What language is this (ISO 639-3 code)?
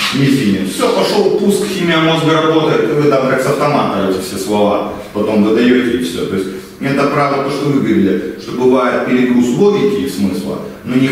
rus